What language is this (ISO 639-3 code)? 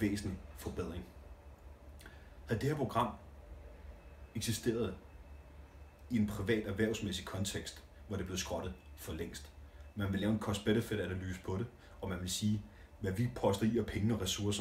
dan